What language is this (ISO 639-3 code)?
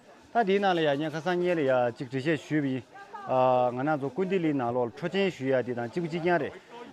bod